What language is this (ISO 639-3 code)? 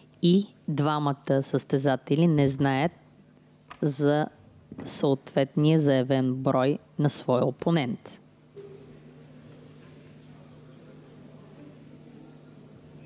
bul